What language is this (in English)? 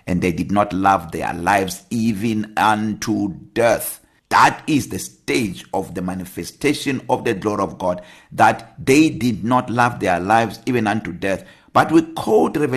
English